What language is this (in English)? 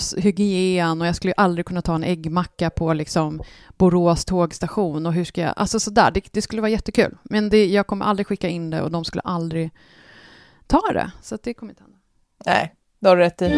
Swedish